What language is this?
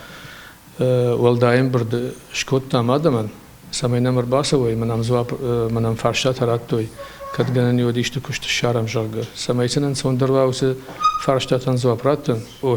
Ossetic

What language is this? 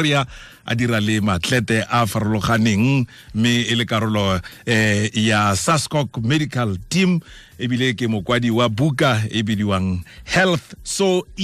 Tswana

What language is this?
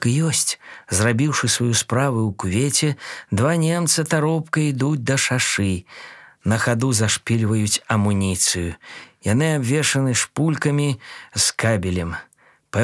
Belarusian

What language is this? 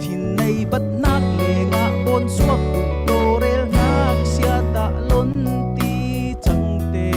Falam Chin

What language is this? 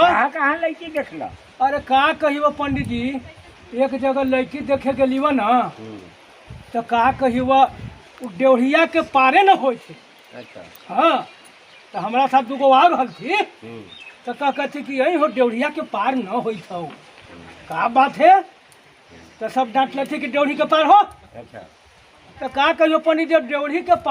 Magahi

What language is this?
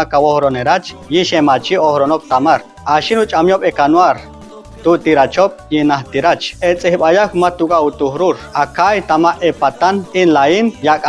Chortí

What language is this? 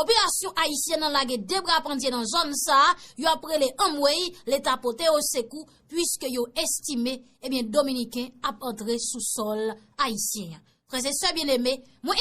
Haitian Creole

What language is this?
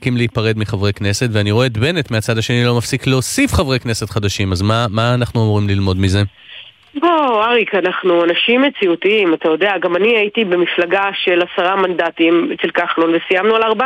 Hebrew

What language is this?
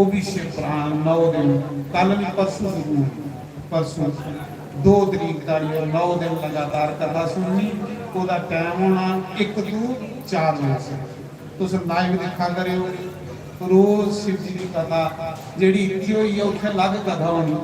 Dogri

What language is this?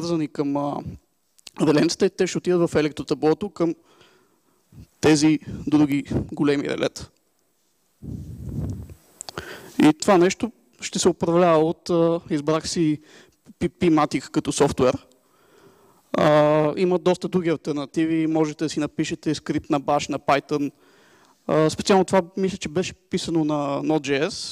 Bulgarian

